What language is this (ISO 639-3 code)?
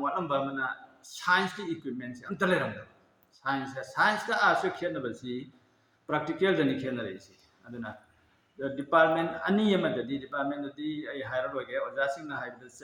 mni